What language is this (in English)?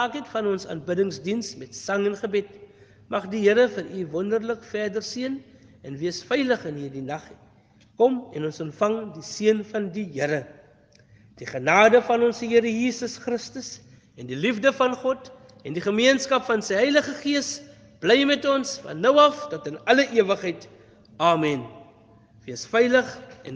Afrikaans